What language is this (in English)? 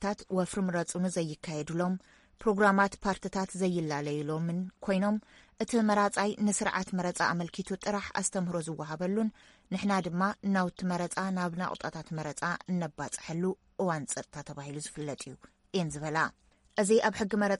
Tigrinya